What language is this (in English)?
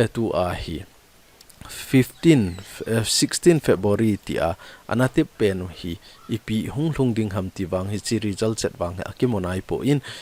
Thado Chin